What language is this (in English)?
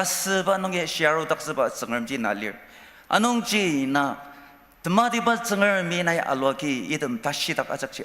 Ao Naga